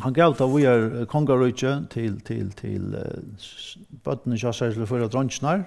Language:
Faroese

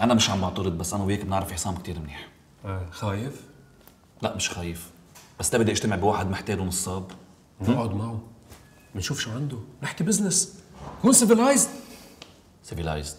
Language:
North Levantine Arabic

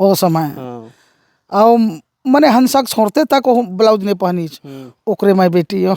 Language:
Chhattisgarhi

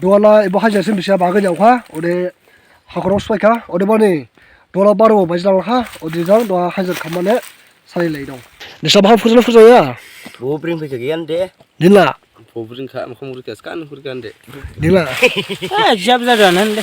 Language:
Dimasa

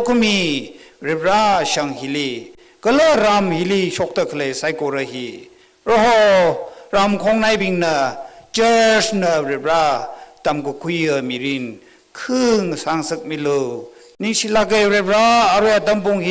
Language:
Tangkhul Naga (India)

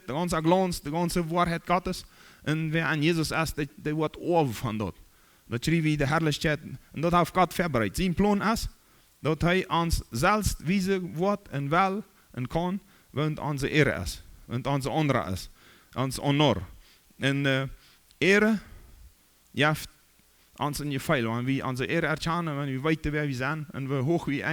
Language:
Plautdietsch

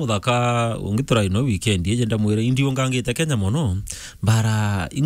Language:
Meru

